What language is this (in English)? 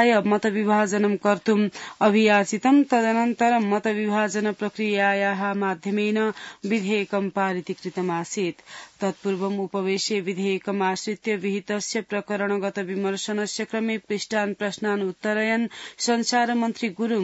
Sanskrit